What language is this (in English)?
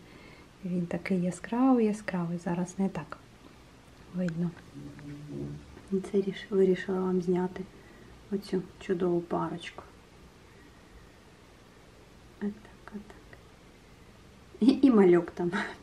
Ukrainian